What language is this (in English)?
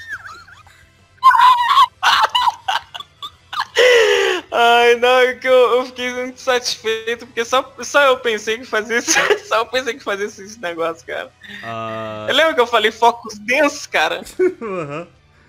Portuguese